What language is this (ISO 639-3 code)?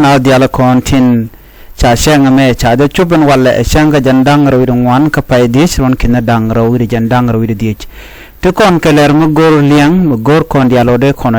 nus